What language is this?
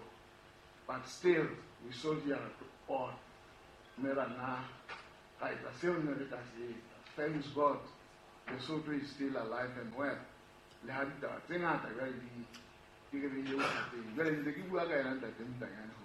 Southern Sotho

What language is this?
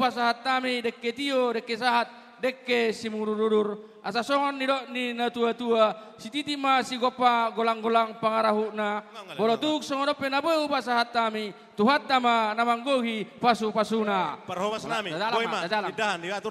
Batak Toba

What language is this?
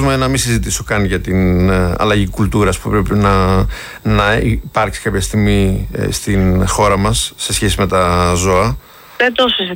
Greek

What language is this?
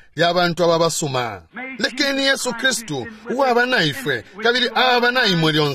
Bemba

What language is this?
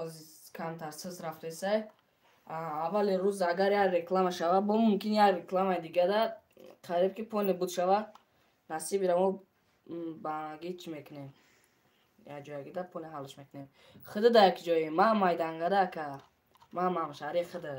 Tajik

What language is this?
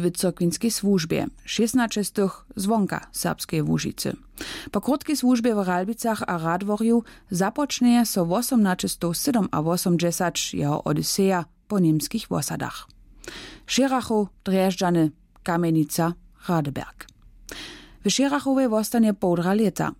Upper Sorbian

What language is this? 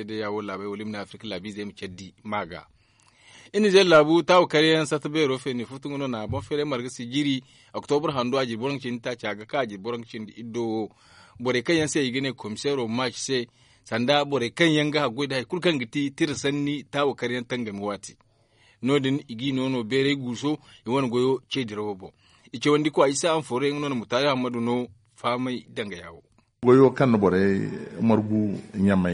Zarma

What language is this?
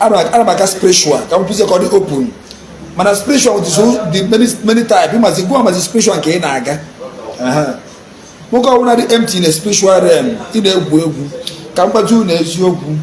Igbo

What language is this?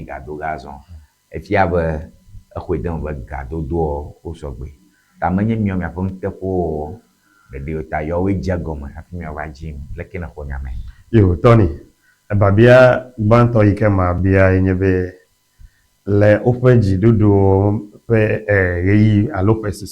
Ewe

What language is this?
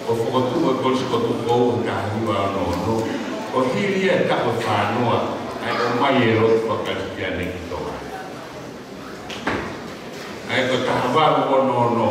Tongan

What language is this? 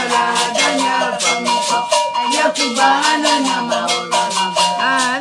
Ewe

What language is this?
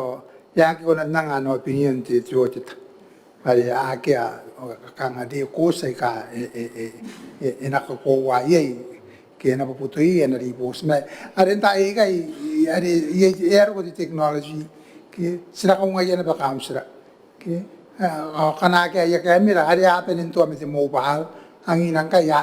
Gilbertese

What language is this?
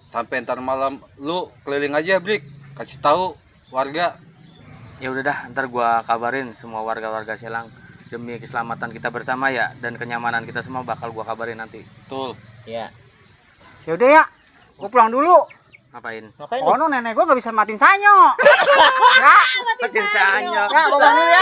Betawi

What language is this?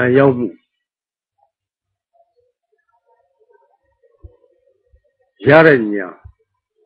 Burmese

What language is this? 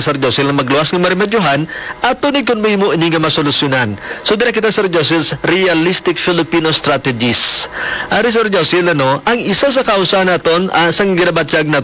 Hiligaynon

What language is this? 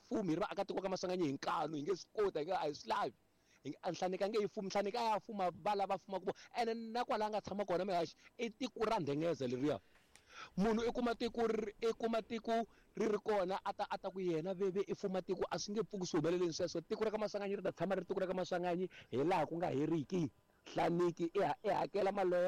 Tsonga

